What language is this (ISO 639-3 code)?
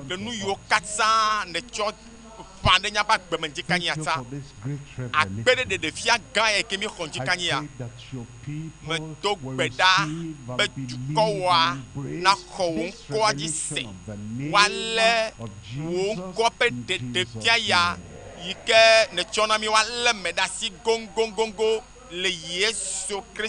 ewe